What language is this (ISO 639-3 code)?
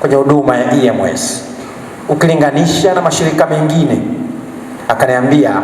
swa